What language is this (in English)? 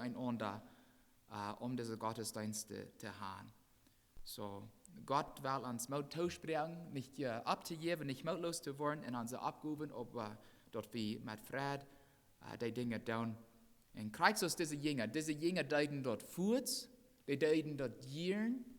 Plautdietsch